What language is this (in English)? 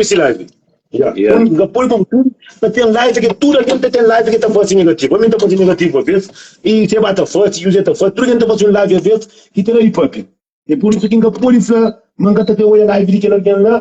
Kabuverdianu